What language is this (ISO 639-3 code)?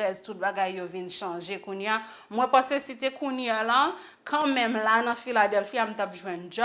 hat